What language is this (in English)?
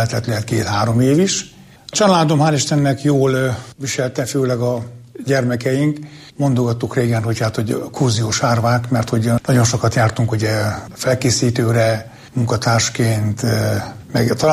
Hungarian